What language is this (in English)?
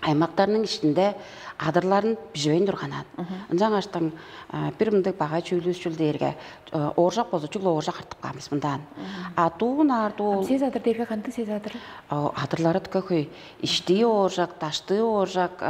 Tuvinian